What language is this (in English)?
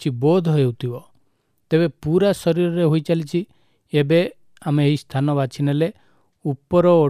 Odia